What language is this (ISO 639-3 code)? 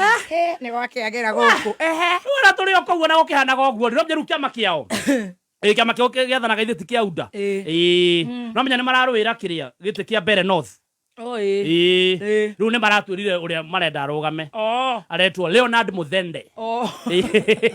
kik